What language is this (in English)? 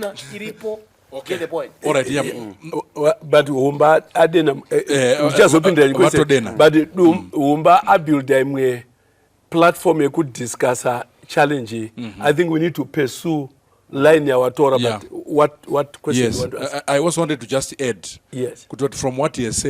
Shona